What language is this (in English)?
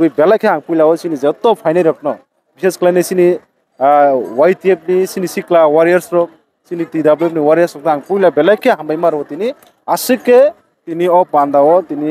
Kok Borok